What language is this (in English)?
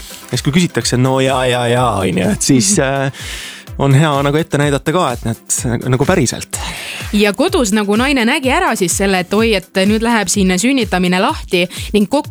Estonian